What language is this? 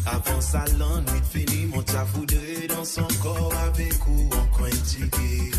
Morisyen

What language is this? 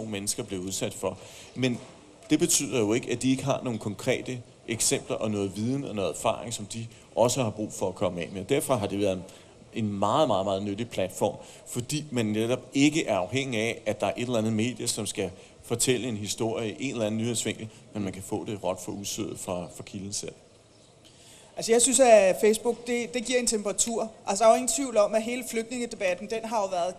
Danish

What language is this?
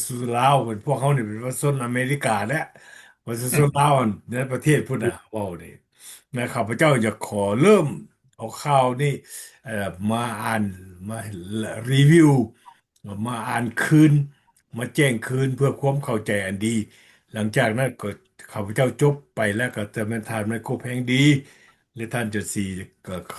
Lao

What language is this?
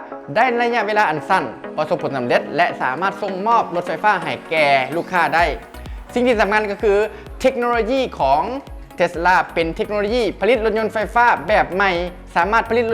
Lao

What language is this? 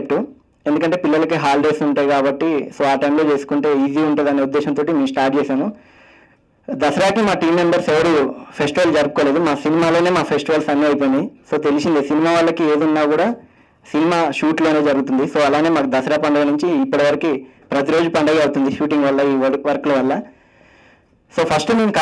Telugu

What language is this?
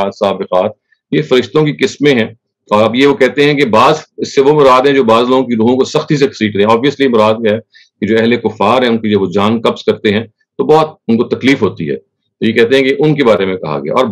Urdu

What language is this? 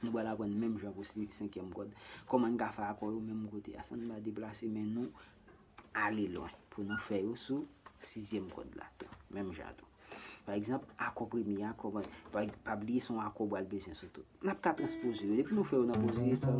Haitian Creole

